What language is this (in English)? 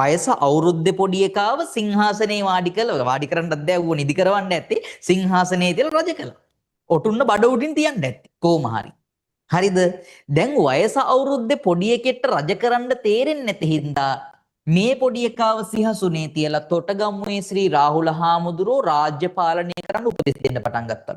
Sinhala